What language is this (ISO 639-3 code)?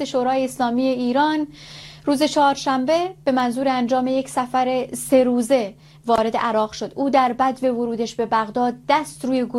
fas